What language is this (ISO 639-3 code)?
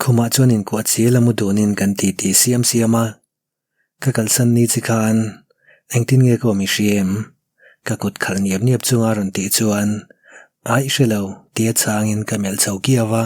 lus